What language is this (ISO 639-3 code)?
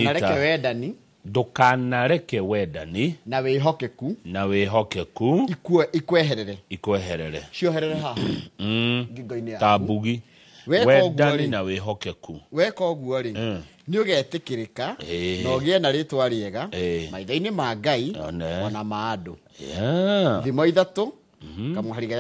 kik